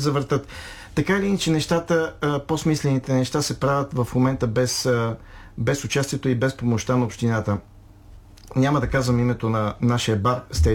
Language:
Bulgarian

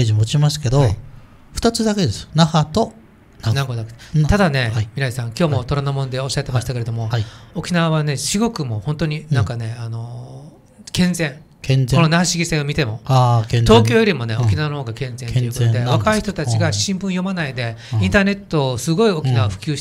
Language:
Japanese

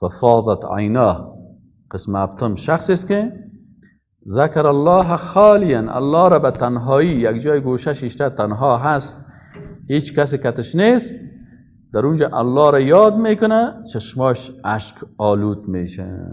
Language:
Persian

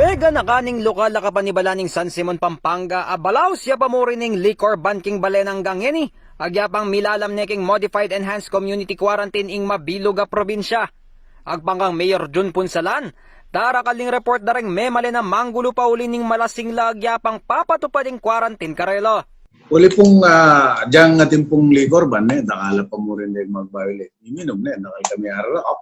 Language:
Pampanga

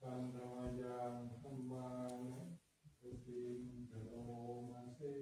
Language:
Pali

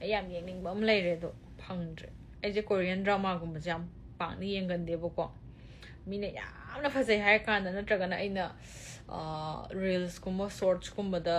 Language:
Manipuri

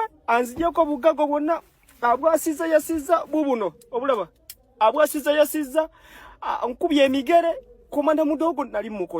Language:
Ganda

